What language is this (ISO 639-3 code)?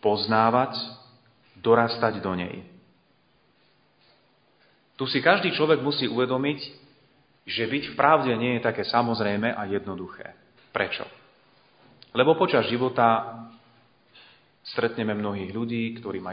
slk